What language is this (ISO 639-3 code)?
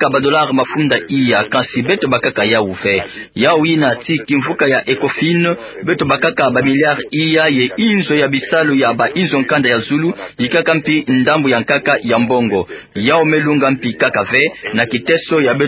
ktu